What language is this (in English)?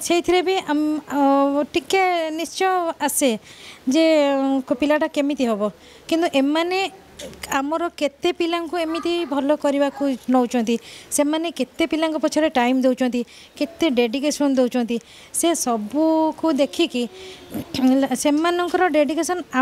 Odia